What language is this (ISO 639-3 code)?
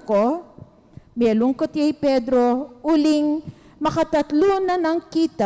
pam